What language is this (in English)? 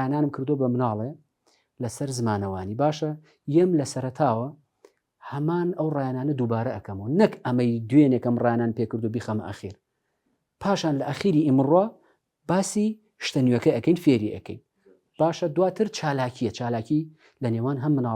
Central Kurdish